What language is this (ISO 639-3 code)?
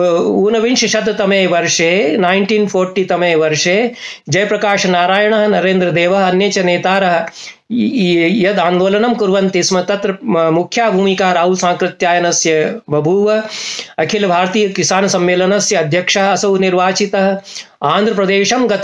san